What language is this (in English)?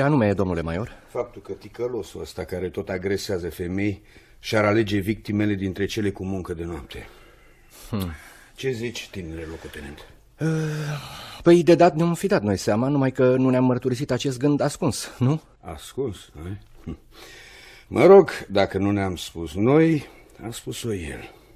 Romanian